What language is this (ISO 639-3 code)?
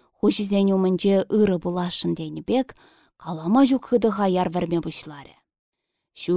chv